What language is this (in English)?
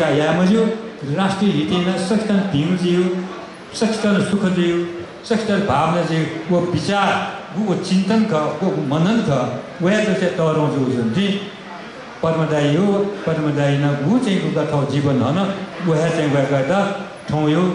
Newari